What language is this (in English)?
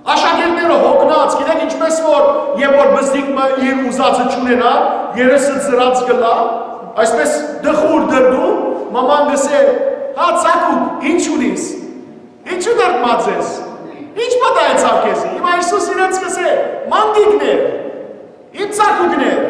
Western Armenian